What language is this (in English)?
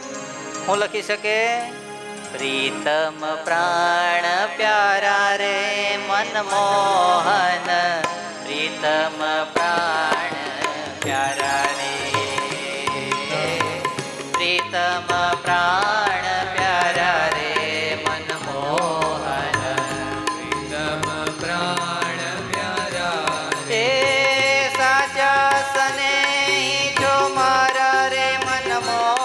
Gujarati